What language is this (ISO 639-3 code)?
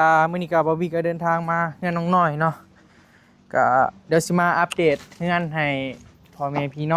tts